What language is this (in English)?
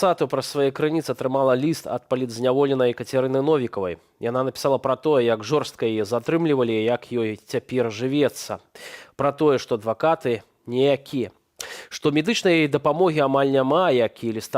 Belarusian